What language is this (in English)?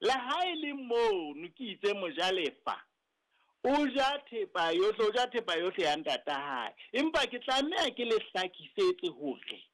Southern Sotho